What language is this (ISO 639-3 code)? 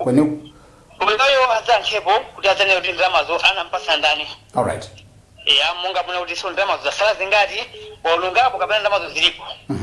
nya